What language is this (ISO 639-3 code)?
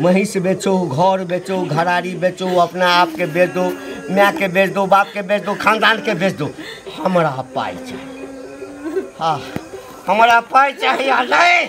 mai